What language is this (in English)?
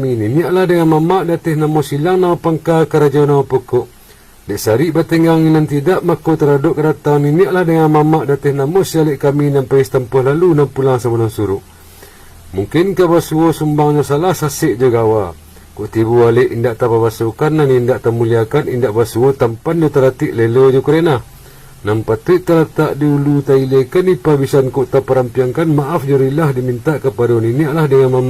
Minangkabau